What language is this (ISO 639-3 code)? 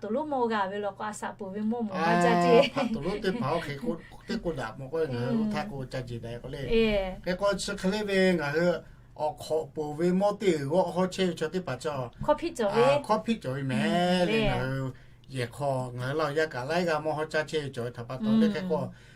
lhu